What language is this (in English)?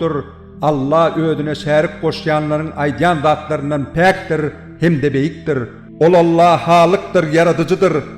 Turkmen